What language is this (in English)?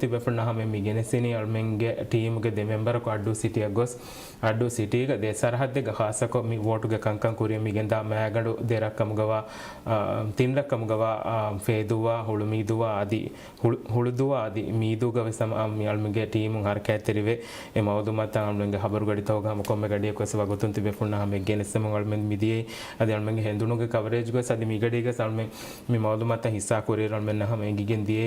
Divehi